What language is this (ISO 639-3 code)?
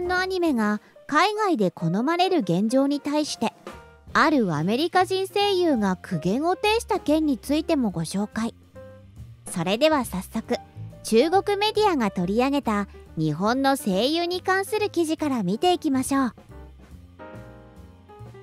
jpn